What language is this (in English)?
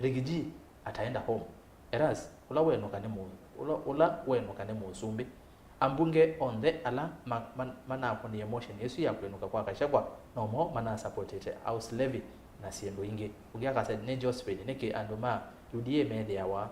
Kamba